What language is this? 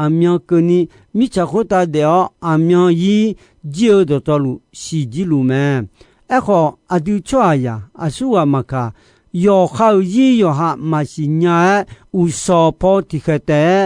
Akha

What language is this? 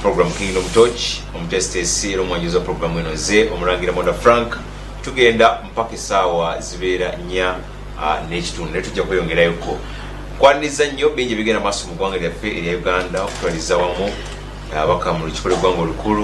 Ganda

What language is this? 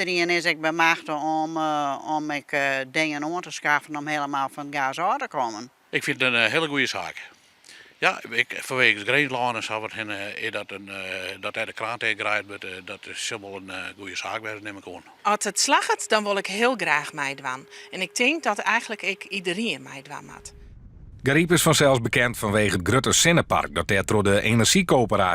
Western Frisian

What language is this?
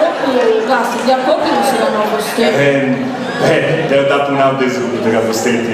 Sardinian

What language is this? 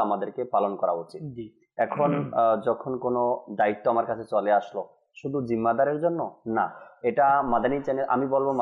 Bangla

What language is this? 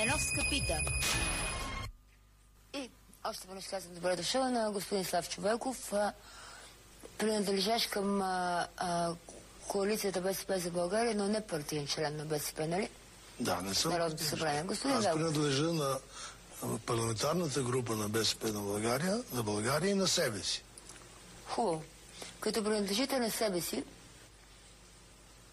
Bulgarian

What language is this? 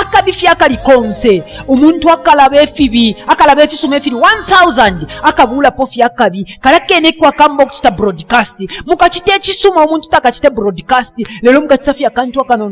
Bemba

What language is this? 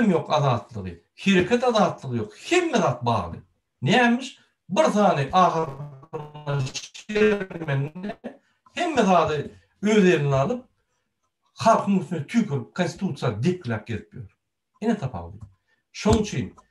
Turkmen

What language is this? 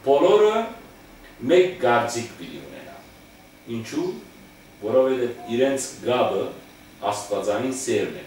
Western Armenian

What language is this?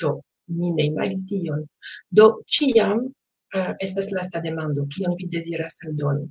Esperanto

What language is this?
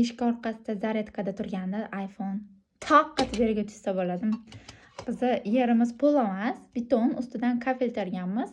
Uzbek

